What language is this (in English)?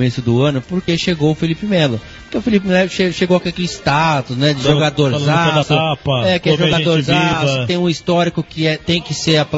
Portuguese